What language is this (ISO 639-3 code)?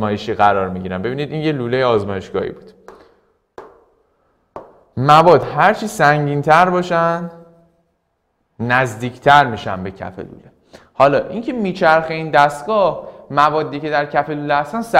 fas